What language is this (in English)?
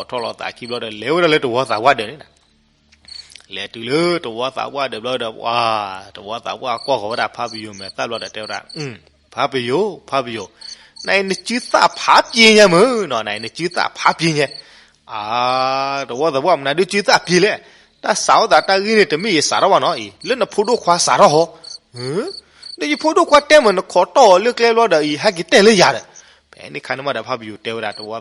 S'gaw Karen